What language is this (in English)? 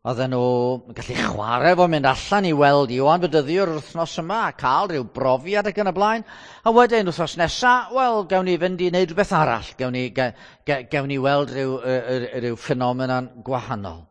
Welsh